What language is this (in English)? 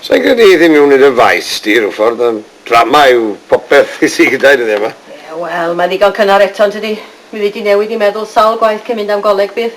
Welsh